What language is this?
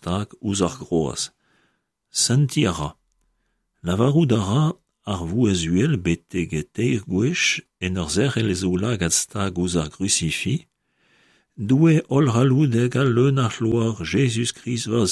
Breton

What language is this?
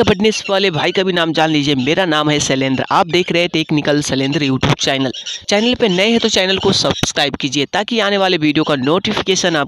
Hindi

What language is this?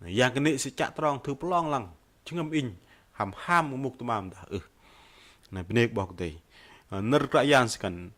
Bahnar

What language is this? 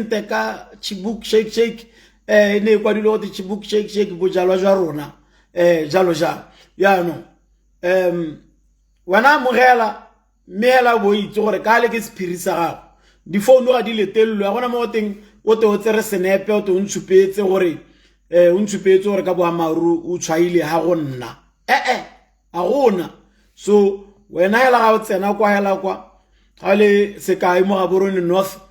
Tswana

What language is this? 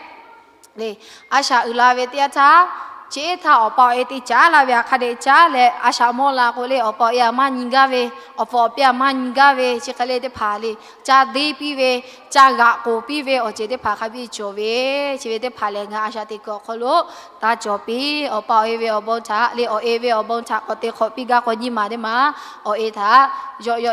Lahu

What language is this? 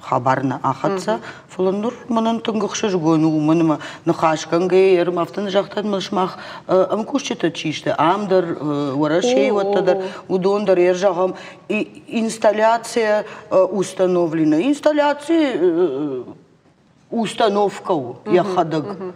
Ossetic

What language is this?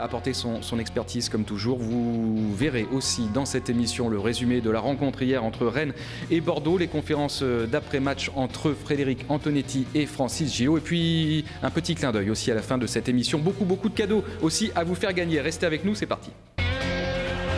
French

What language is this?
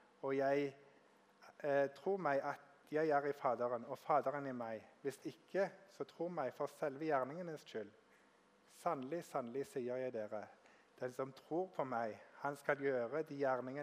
Norwegian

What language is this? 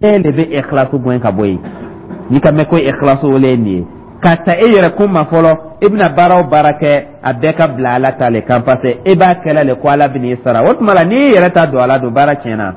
Dyula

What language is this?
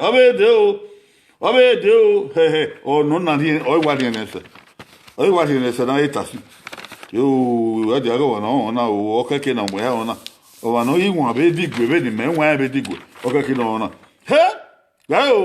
Bini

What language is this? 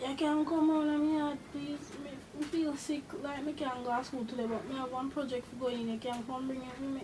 Jamaican Creole English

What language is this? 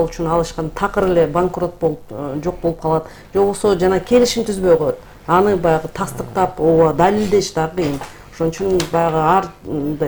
Kyrgyz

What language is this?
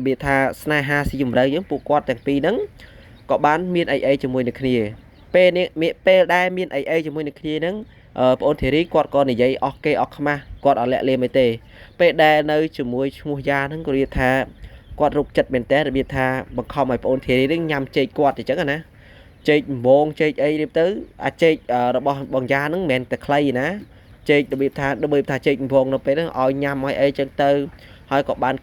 Khmer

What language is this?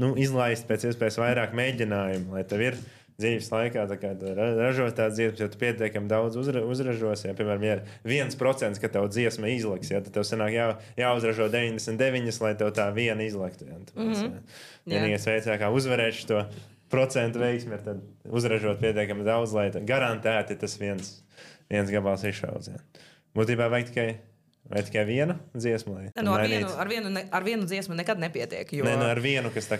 Latvian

